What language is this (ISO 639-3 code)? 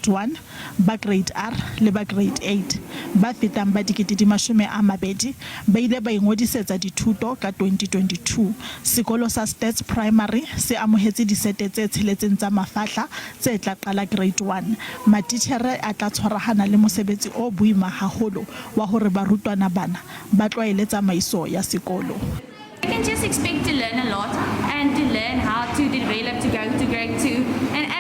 sot